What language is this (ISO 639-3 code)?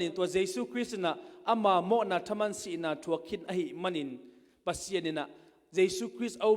ctd